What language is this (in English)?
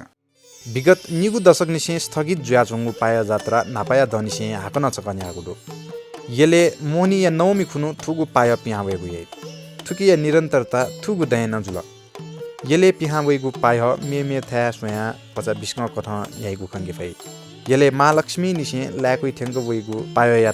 Newari